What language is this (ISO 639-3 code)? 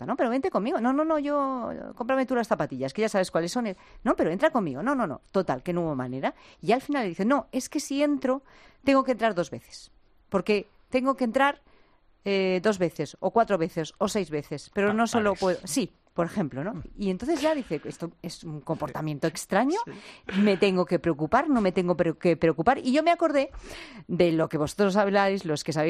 spa